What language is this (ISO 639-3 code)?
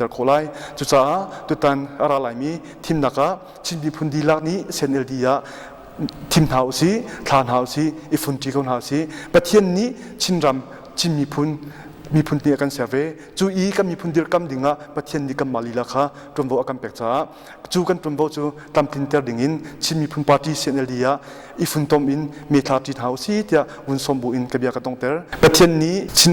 cnh